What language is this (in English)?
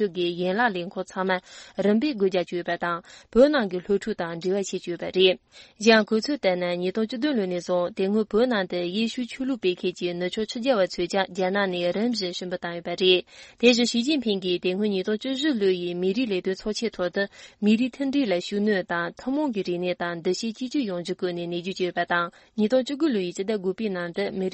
Tibetan